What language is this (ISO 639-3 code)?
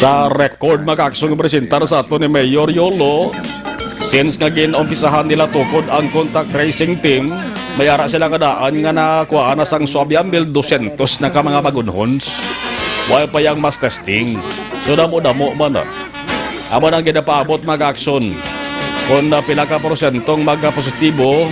hil